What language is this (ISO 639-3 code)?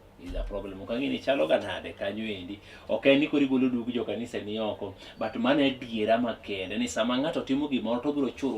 luo